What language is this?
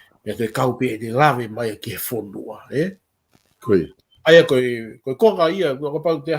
Tongan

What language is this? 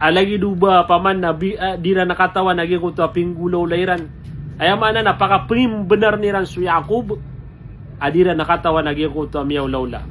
Maranao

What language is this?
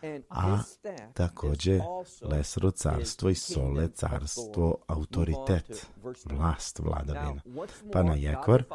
Balkan Romani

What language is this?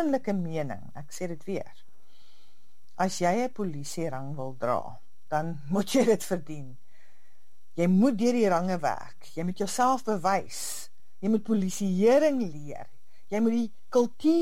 Afrikaans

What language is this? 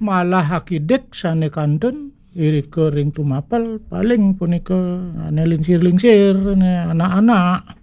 Balinese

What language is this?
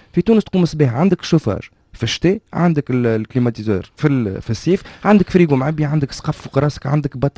Tunisian Arabic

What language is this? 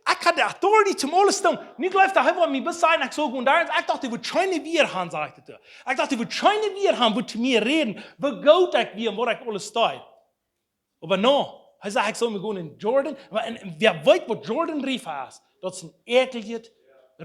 Plautdietsch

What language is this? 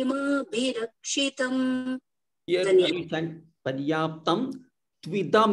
Sanskrit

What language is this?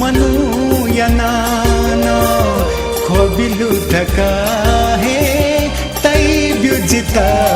Newari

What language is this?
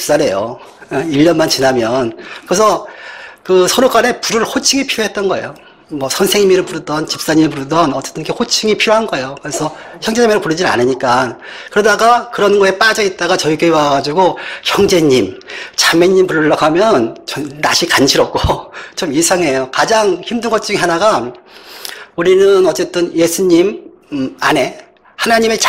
Korean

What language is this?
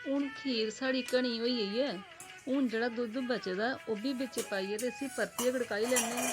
Dogri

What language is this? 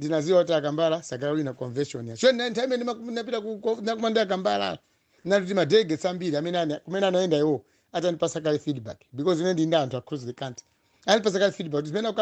Nyanja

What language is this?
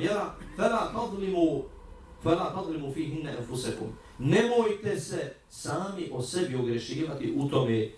Bosnian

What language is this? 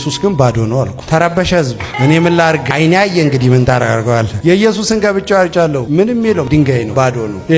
Amharic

